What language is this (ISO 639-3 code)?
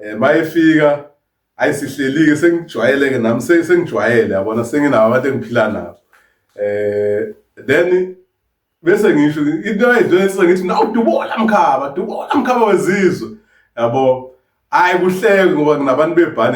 zul